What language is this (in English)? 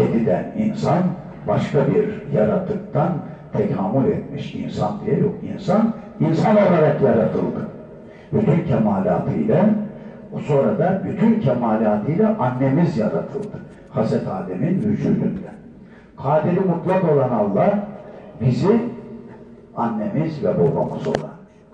Turkish